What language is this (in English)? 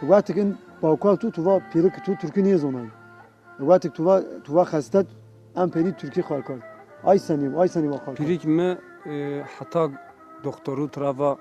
Zaza